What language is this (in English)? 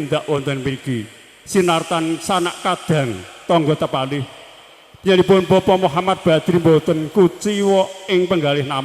Javanese